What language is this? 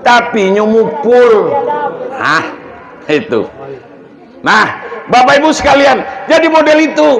Minangkabau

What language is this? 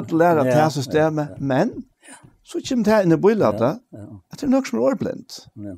Faroese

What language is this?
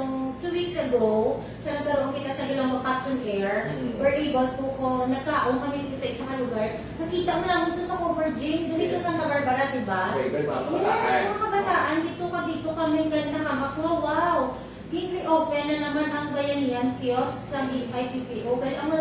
Hiligaynon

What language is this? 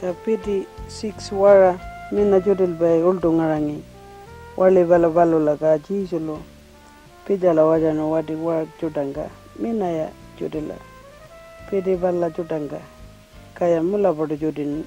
Pitjantjatjara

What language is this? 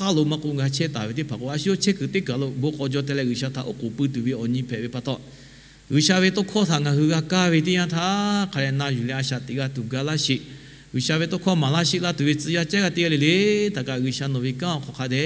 Lahu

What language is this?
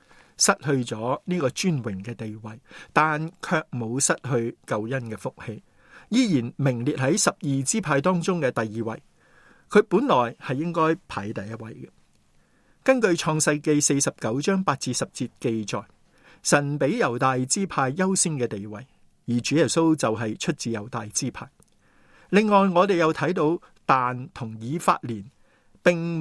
Cantonese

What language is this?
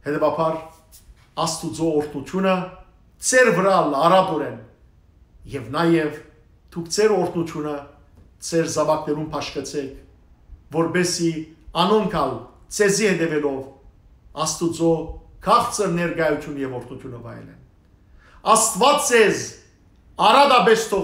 Western Armenian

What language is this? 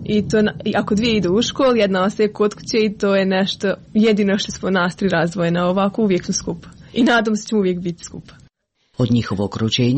Serbian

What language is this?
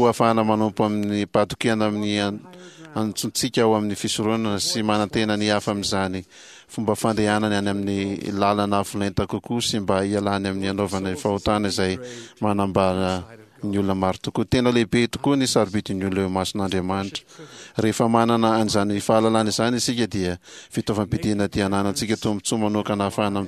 Malagasy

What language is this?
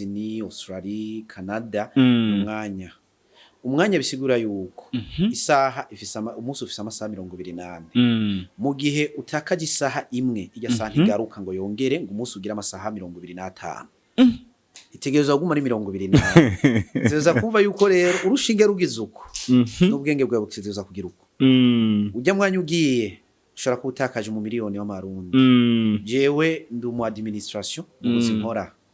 Rundi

